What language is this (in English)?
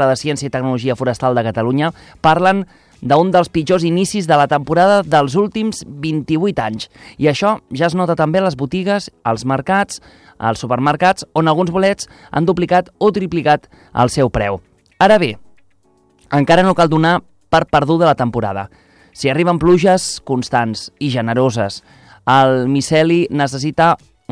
Catalan